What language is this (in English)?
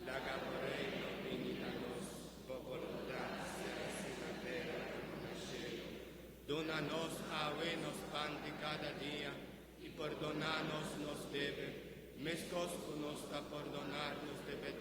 Papiamento